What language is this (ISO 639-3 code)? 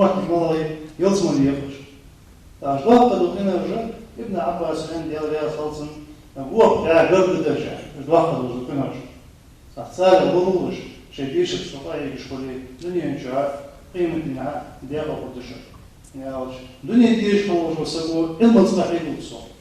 inh